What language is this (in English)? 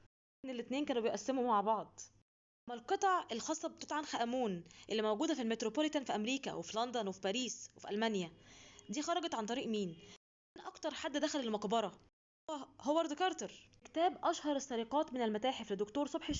Egyptian Arabic